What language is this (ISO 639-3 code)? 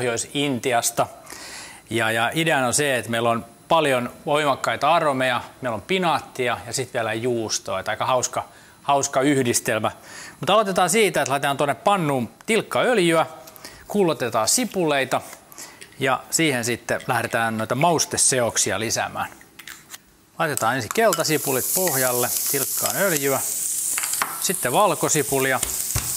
fin